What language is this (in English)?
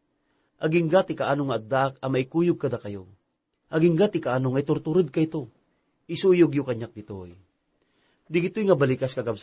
Iloko